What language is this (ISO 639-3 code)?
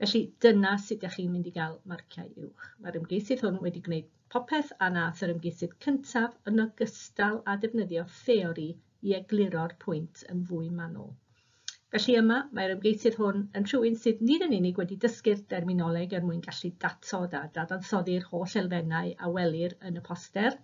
cym